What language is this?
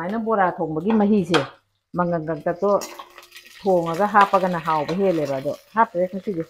Manipuri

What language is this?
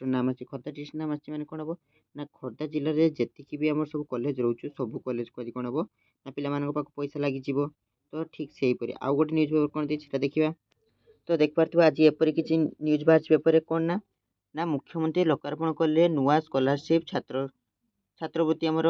Odia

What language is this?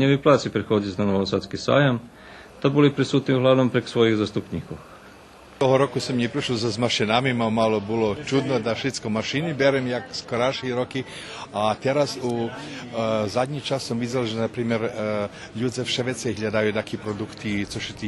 Rusyn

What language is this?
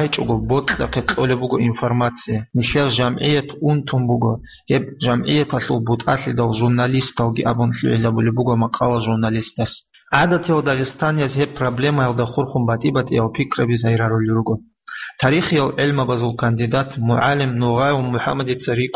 Avaric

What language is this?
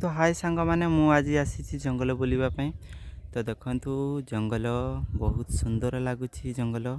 Odia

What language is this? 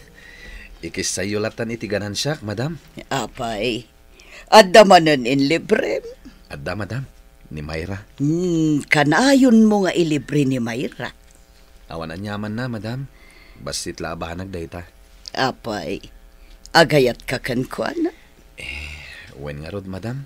Iloko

